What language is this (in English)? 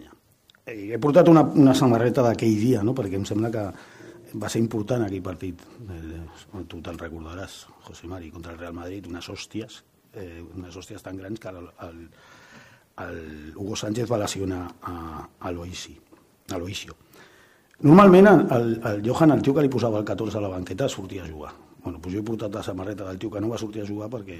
Catalan